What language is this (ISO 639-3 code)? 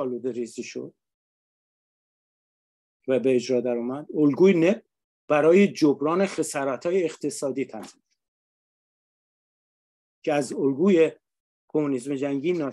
fas